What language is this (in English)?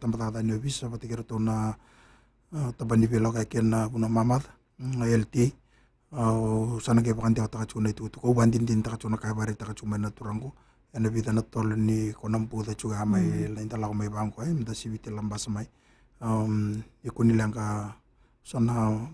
Fijian